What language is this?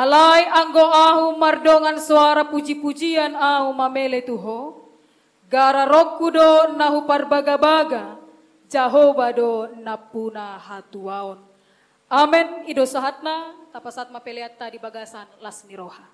Batak Toba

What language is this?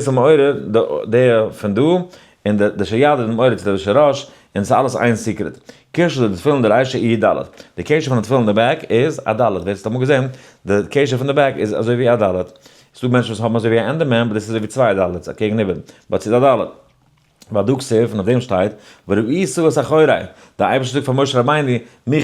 Yiddish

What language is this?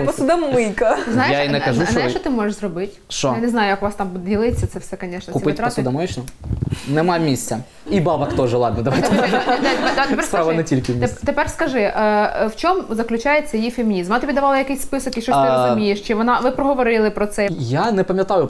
Ukrainian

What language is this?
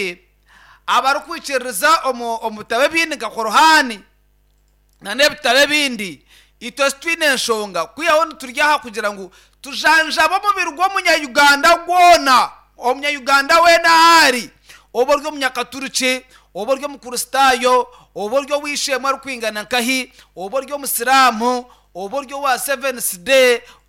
Nyankole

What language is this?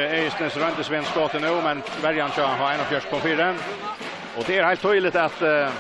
Faroese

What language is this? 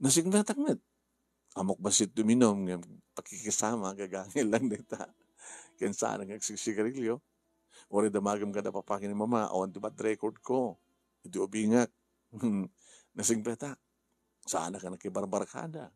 Iloko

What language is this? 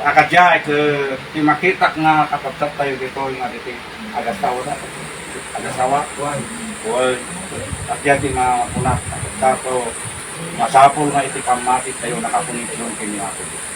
Iloko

